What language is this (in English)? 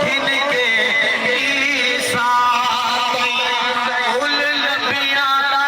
Saraiki